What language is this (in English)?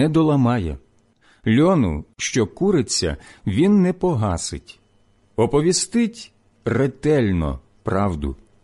Ukrainian